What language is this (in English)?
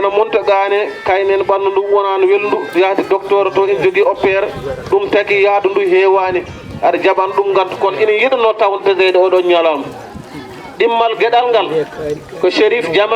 Fula